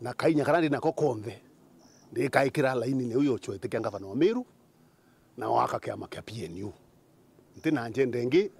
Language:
Meru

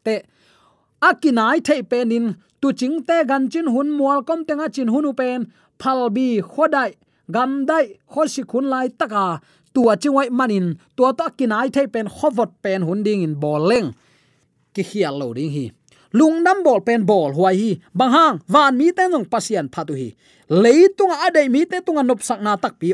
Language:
Tedim Chin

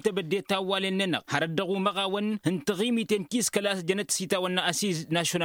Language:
Tamasheq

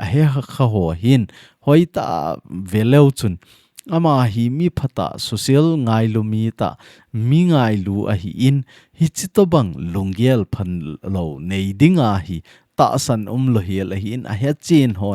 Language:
Thado Chin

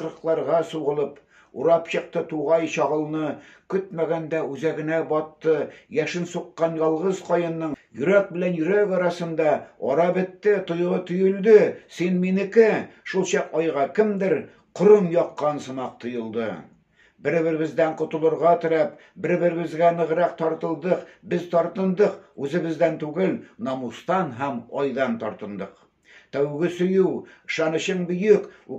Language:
Tatar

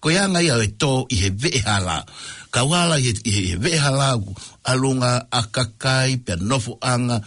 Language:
Tongan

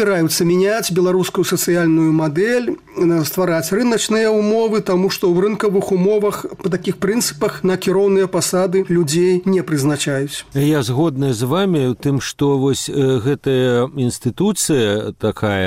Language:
Belarusian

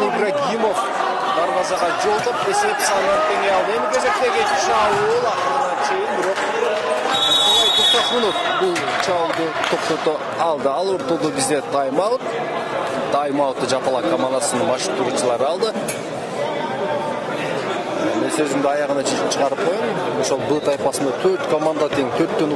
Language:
Kyrgyz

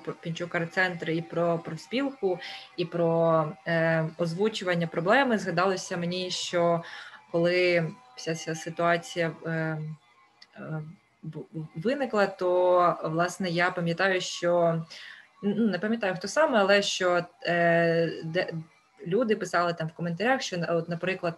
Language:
Ukrainian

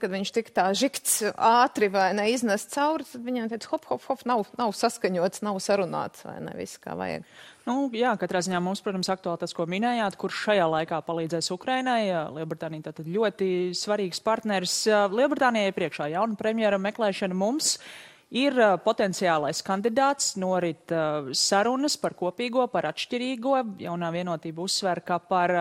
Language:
Latvian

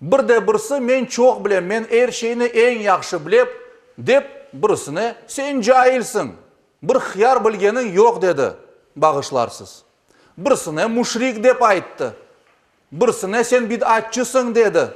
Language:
Crimean Tatar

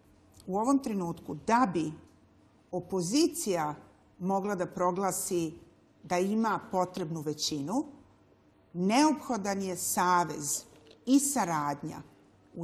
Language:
Serbian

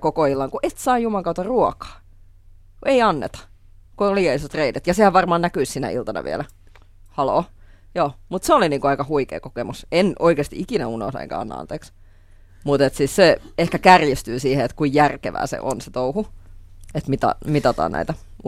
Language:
Finnish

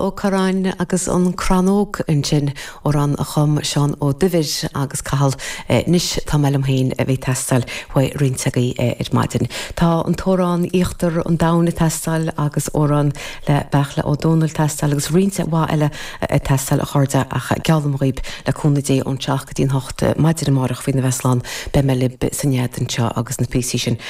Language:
Irish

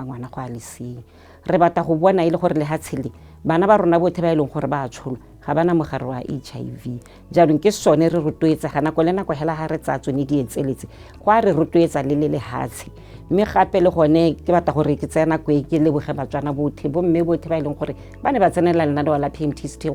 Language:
Tswana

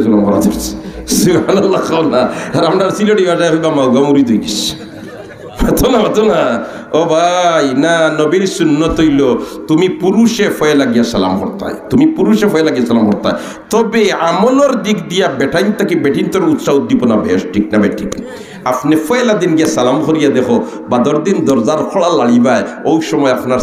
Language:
Sylheti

